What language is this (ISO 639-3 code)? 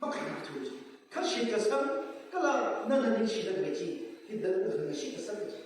nmf